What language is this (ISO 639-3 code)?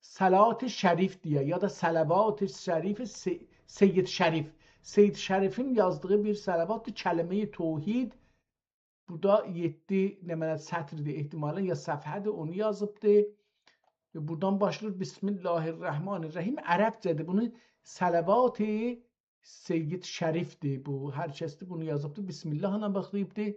azb